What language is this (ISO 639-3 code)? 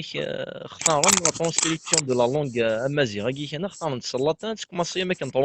kab